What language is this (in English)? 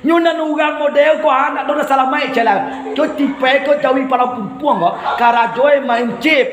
Minangkabau